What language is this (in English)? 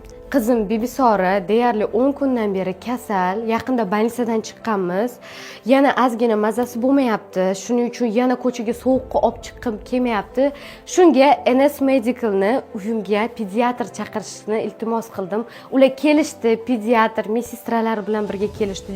Uzbek